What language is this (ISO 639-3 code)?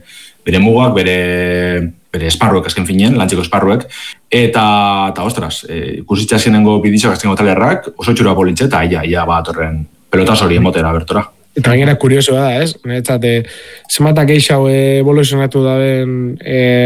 eus